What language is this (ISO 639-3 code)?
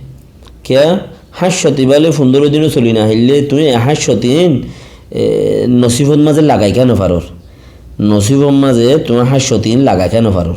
rhg